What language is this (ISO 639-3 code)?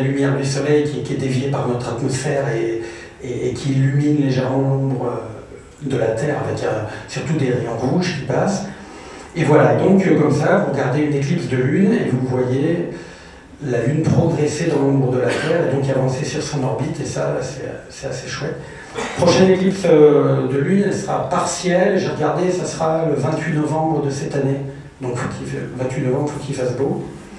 fra